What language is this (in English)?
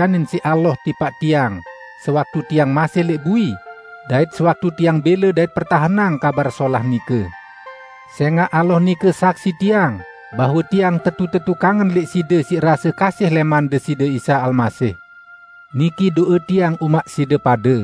Sasak